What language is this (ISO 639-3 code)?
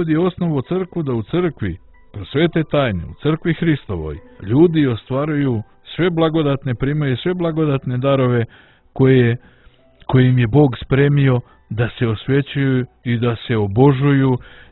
hrv